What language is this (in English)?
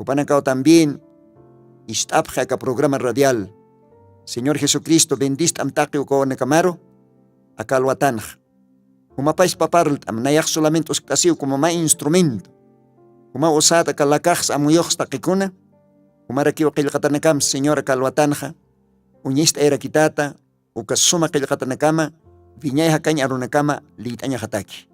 Aymara